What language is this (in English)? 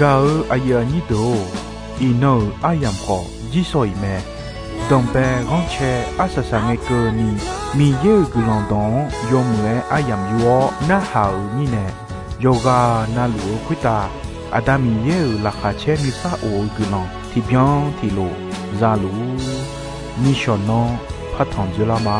Akha